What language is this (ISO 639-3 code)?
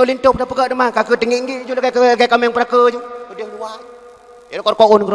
ace